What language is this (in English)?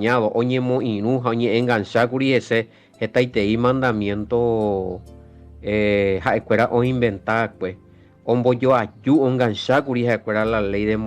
Guarani